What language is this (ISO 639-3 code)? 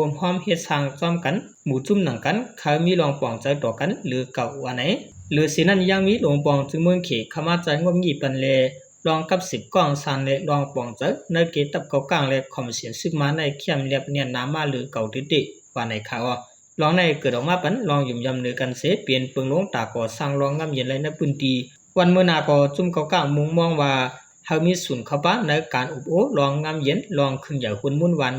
shn